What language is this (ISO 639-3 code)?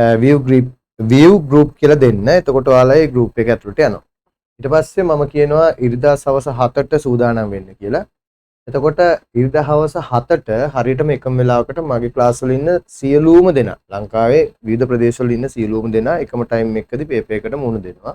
sin